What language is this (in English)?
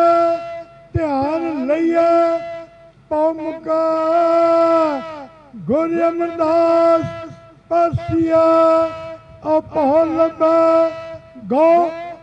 Punjabi